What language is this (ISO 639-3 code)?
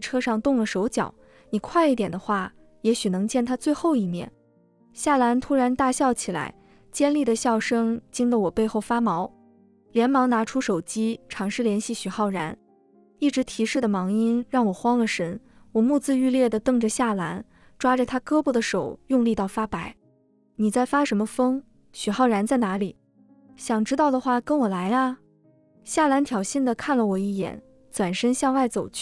zho